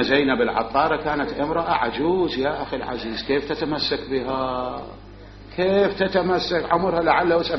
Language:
Mesopotamian Arabic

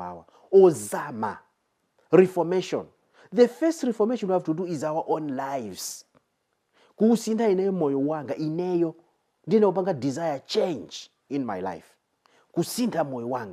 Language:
Nyanja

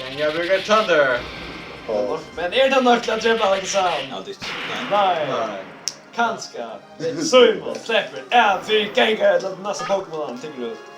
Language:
Faroese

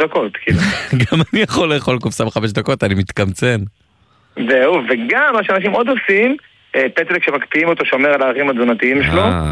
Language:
Hebrew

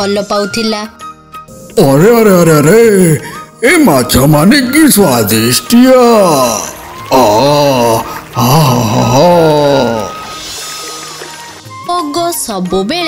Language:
Odia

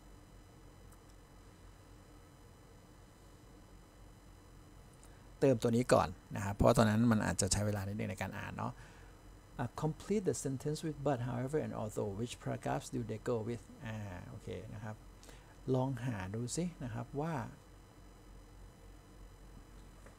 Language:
Thai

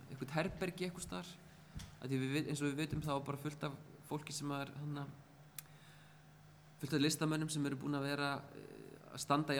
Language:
Icelandic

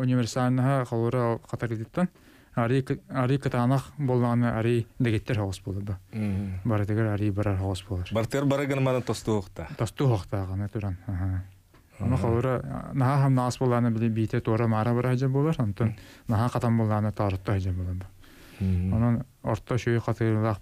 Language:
Yakut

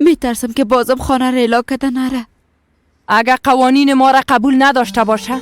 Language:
Persian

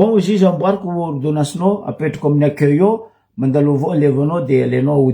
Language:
Malagasy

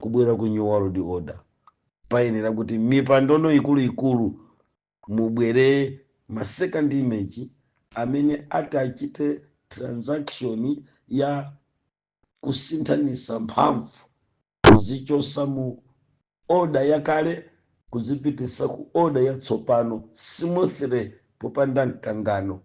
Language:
Nyanja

